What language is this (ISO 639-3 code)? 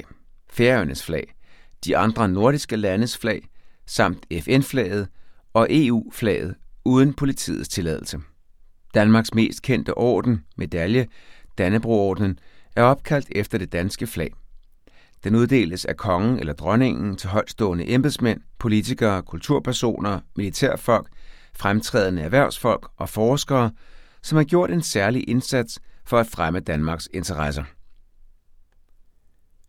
dan